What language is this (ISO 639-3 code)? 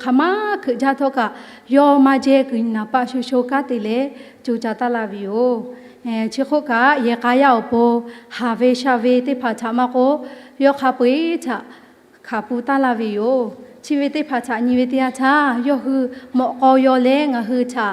lhu